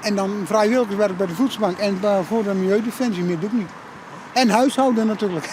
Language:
Western Frisian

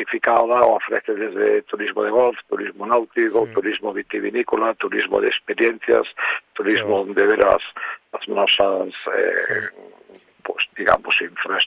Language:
Galician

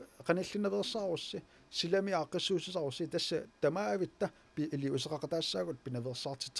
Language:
Kalaallisut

